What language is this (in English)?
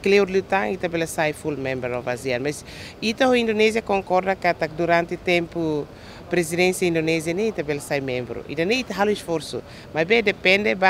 Tetum